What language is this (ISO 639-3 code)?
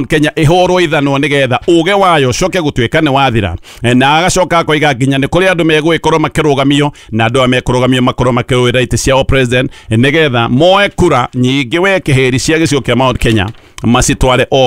kik